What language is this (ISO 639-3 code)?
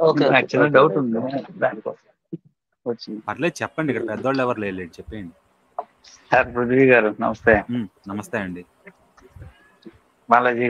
tel